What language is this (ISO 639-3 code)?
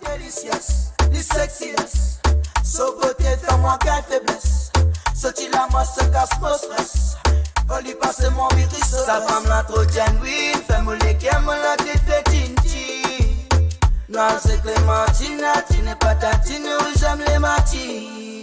mfe